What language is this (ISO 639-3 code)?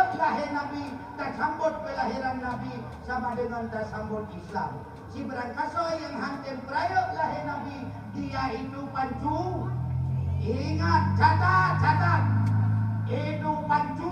ace